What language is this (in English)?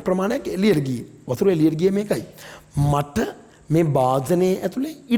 Sinhala